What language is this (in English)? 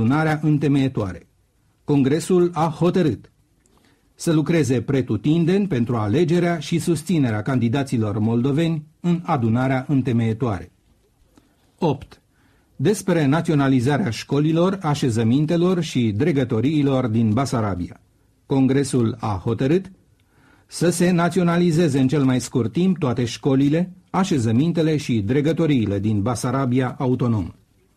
Romanian